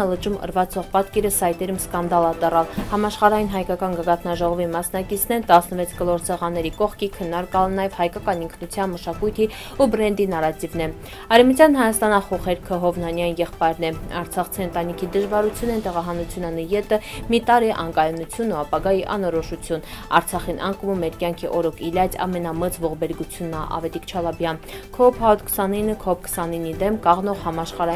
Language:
Armenian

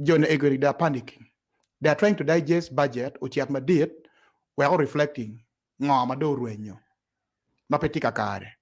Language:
Acoli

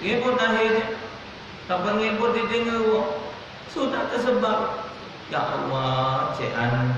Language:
Musi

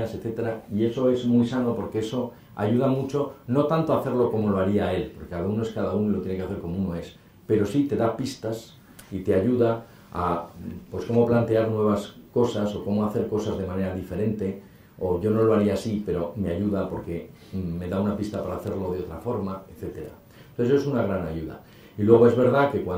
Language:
Spanish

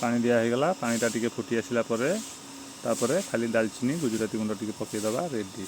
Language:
Odia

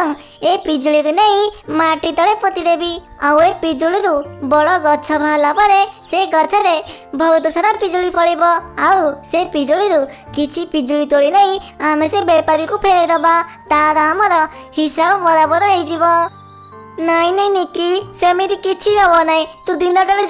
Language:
Odia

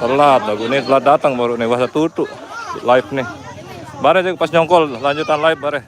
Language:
Sasak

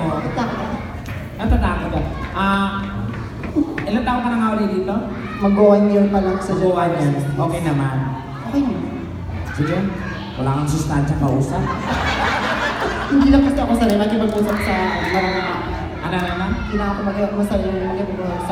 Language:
Filipino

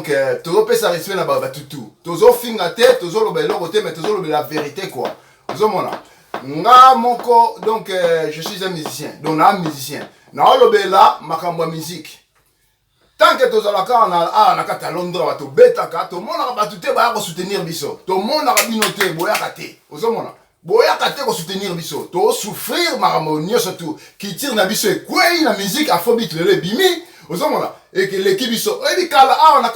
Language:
Lingala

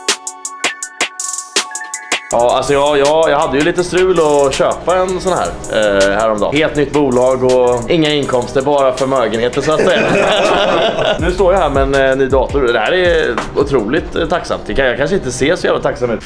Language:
Swedish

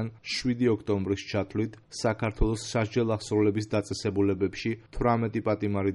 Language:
Georgian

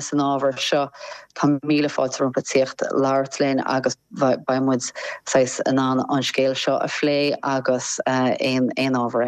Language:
Irish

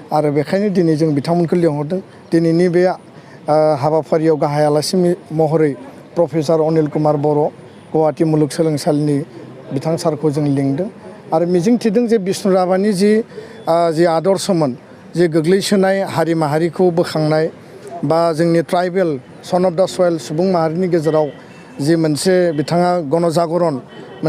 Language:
Bodo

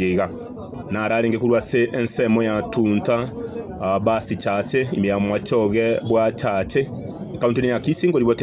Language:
Gusii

